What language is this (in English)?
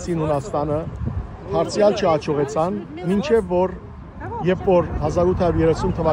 Western Armenian